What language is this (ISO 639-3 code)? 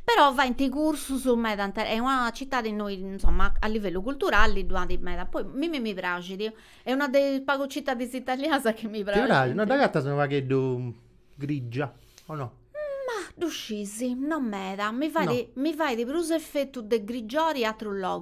srd